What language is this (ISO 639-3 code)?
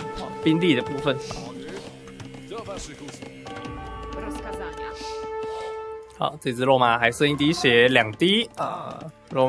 zho